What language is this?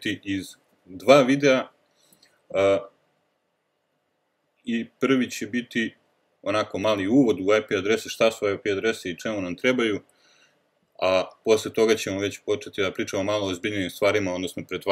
Serbian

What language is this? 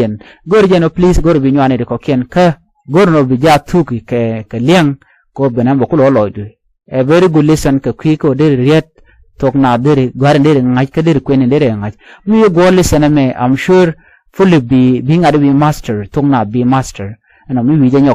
Nuer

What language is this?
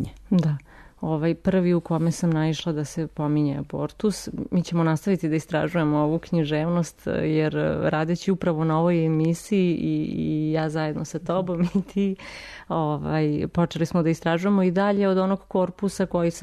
Serbian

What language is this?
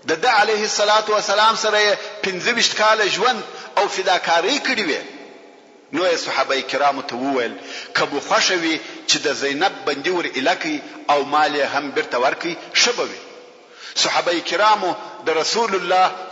Pashto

